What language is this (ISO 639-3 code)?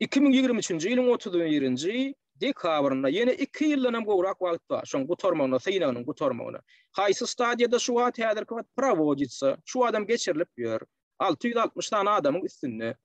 tuk